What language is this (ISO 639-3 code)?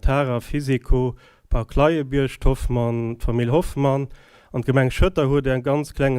ltz